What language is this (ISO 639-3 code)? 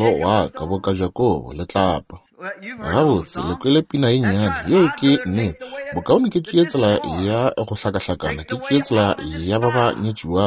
nso